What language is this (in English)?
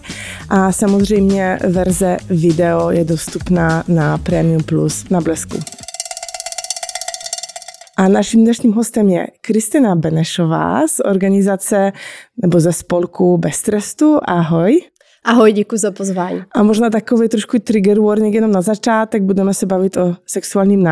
Czech